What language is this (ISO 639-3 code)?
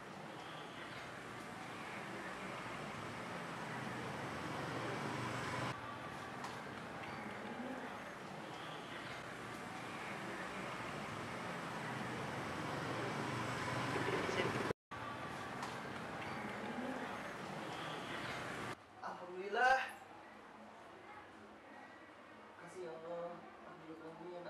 ind